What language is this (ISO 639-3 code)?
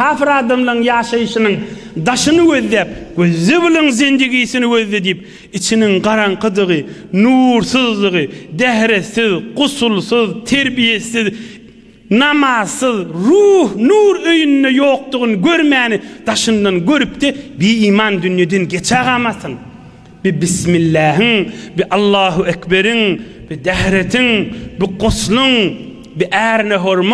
tuk